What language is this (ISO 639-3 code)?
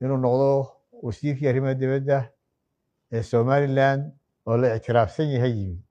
som